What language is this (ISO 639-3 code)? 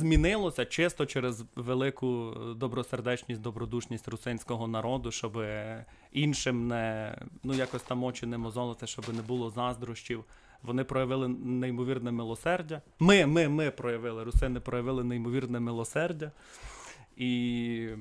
rue